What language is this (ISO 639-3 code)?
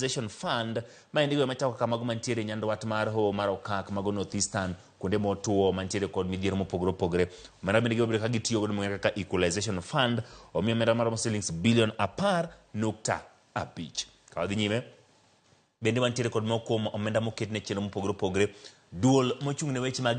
luo